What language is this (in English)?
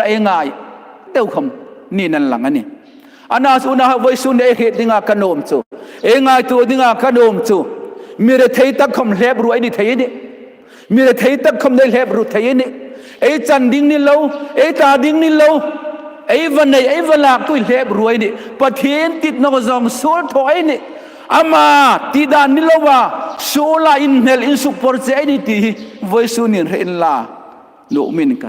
Hmar